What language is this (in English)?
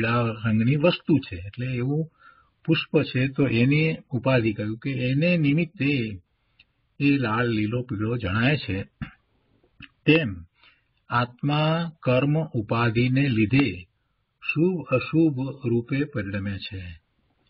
Gujarati